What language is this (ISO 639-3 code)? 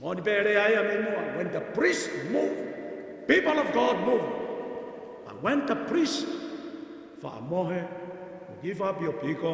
ton